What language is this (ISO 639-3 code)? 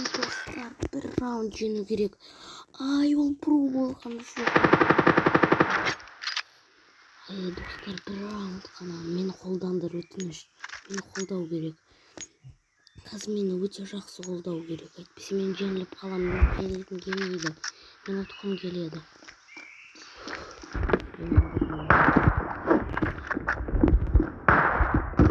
kaz